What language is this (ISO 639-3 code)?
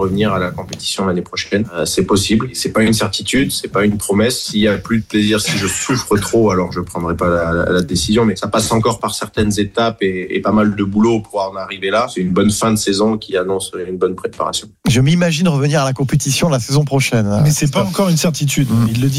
fra